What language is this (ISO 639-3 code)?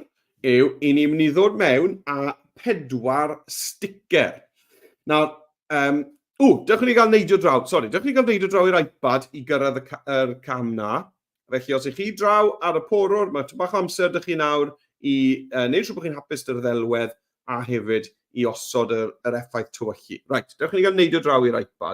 cym